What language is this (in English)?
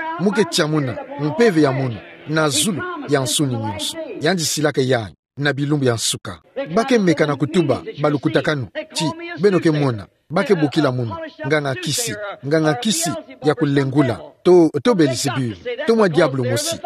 Kituba (Democratic Republic of Congo)